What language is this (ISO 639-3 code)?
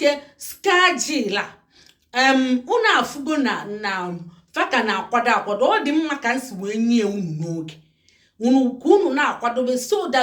ibo